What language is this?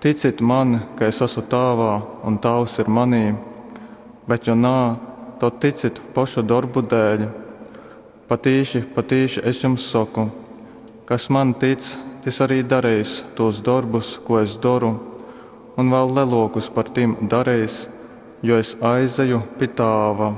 Latgalian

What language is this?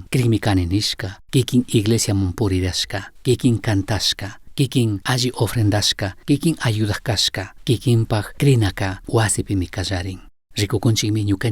Chimborazo Highland Quichua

